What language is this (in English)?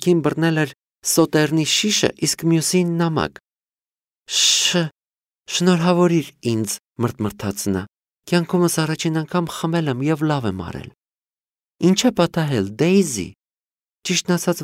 Armenian